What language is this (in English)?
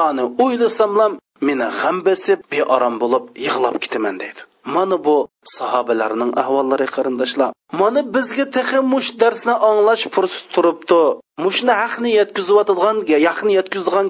Uyghur